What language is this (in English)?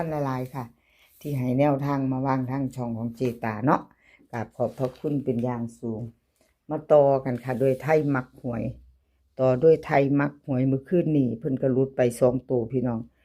Northeastern Thai